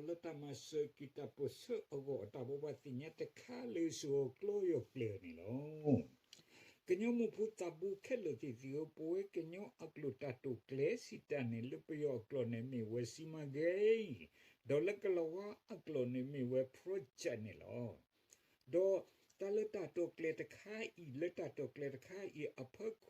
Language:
S'gaw Karen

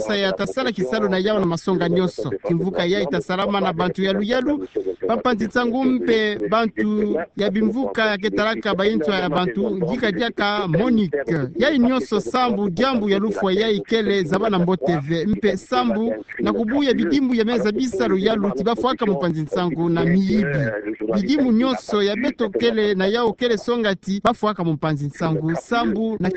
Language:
Kituba (Democratic Republic of Congo)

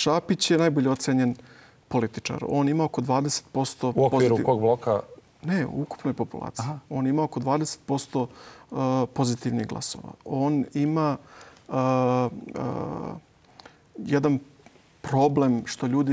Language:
Serbian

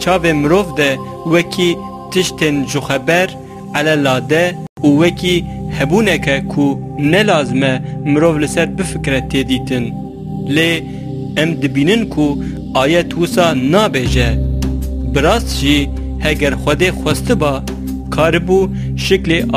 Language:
Kurdish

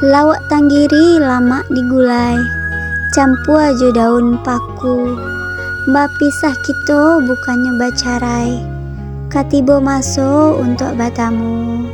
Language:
Minangkabau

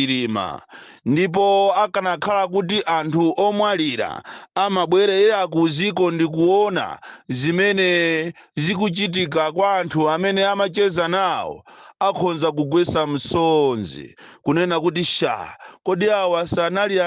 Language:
Nyanja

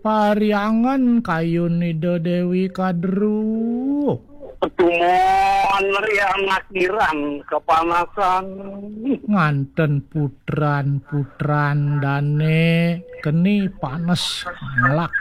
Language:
Balinese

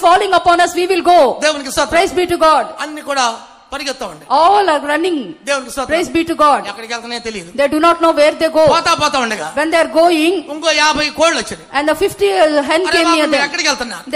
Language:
Telugu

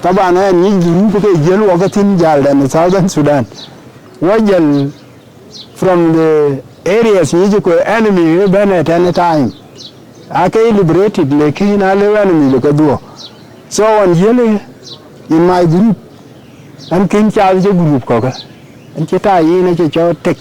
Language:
Dinka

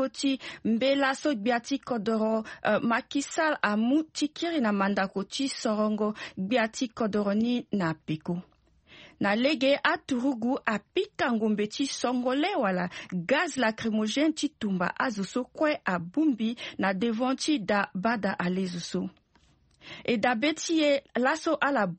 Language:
Sango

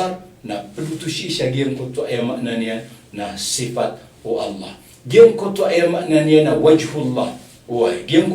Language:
Maranao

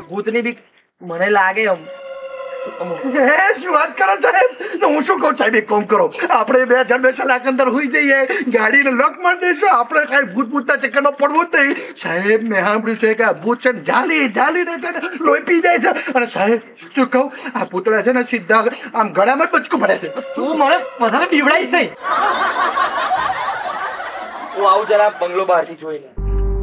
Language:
Gujarati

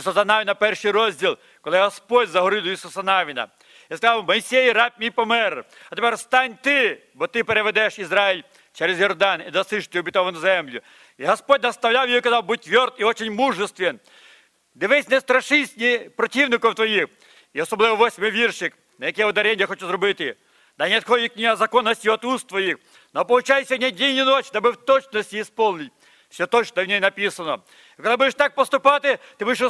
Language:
Ukrainian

